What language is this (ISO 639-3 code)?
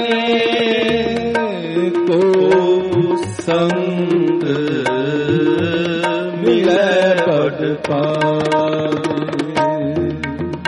pan